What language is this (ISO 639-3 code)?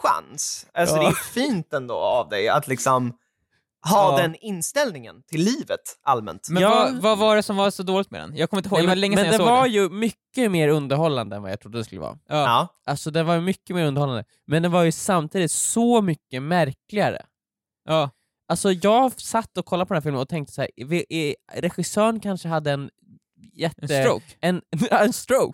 swe